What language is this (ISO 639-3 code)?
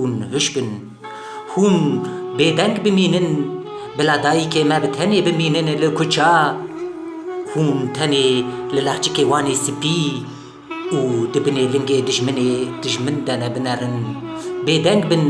kur